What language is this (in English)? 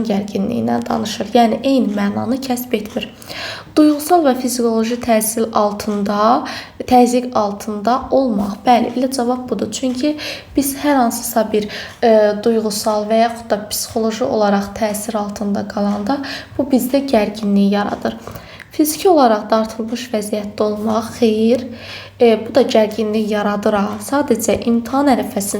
Azerbaijani